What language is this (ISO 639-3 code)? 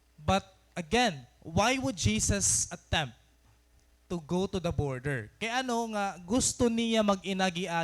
war